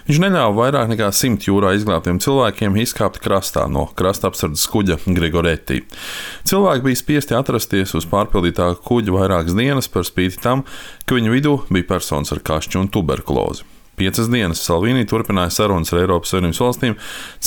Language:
Latvian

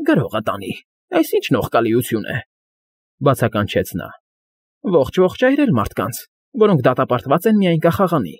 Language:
Armenian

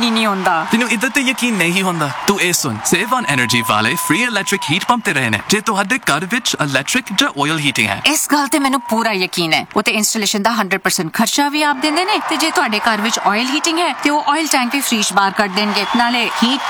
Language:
Punjabi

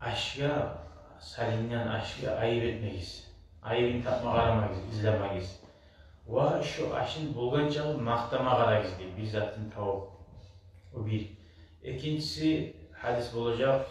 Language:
Kumyk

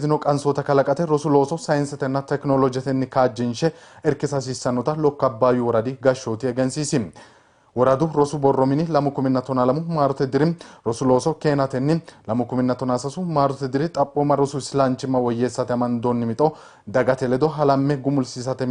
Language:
Sidamo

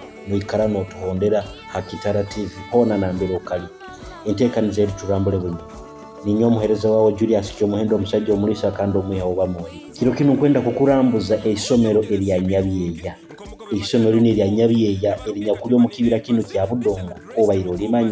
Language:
Nyoro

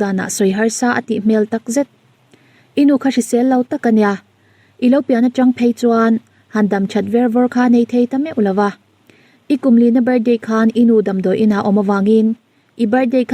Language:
Mizo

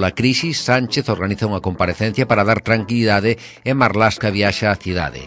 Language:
Galician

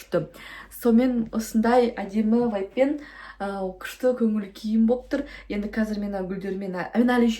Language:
Kazakh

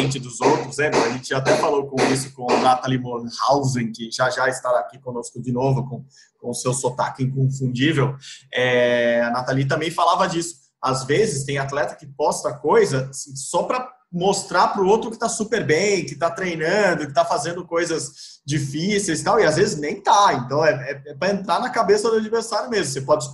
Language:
Portuguese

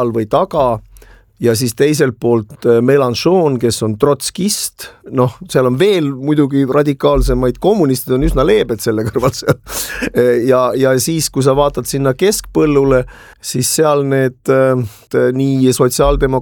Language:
Estonian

